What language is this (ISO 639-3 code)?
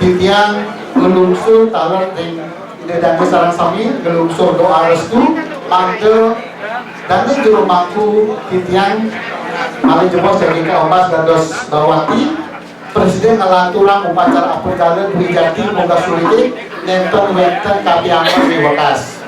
ban